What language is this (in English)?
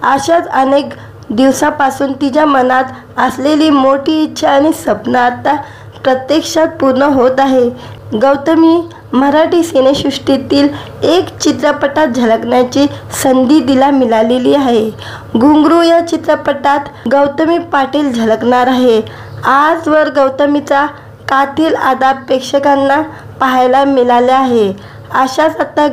Marathi